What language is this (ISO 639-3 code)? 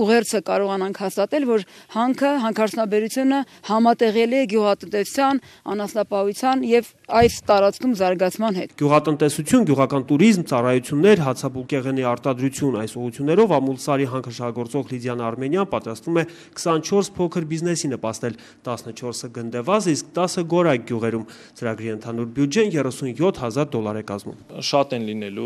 hye